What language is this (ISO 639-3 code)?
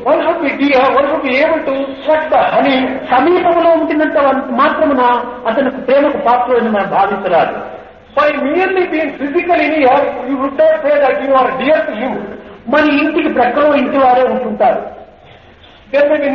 tel